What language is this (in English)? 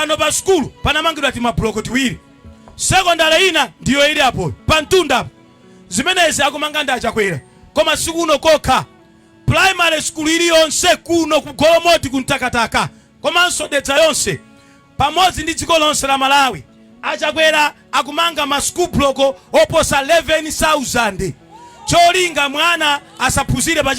Nyanja